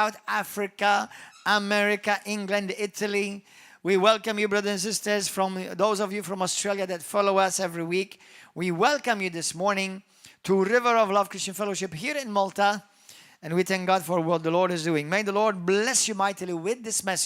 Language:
English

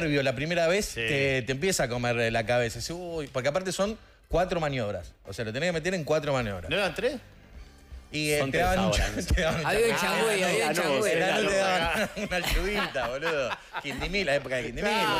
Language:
Spanish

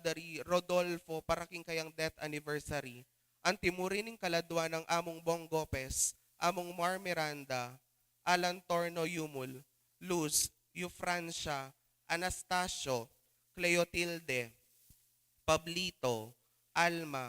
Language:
Pampanga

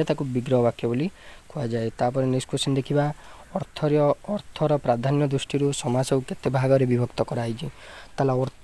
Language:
Odia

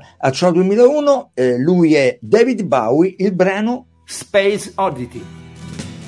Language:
Italian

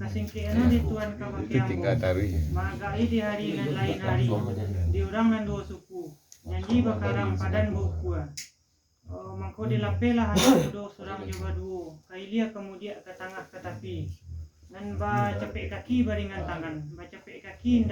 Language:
Minangkabau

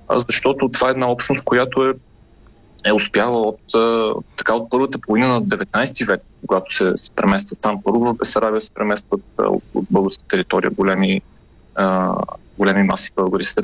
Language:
Bulgarian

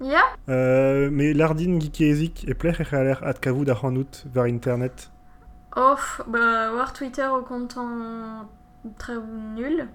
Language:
Breton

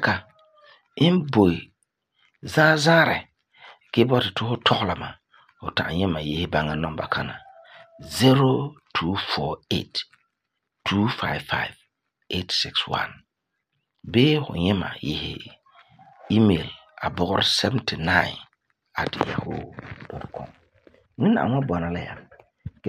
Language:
Frafra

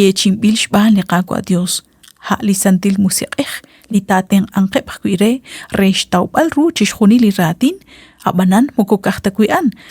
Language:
Kekchí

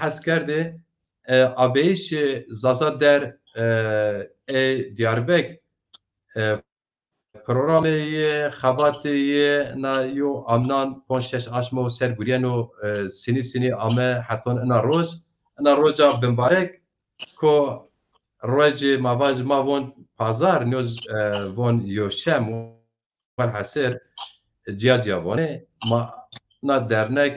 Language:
Zaza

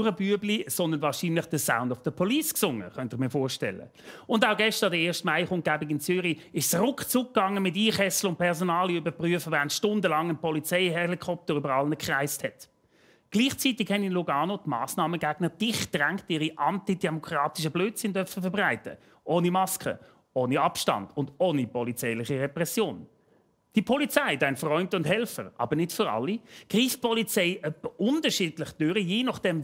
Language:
Swiss German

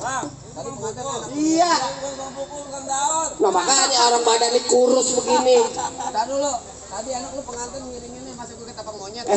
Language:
Betawi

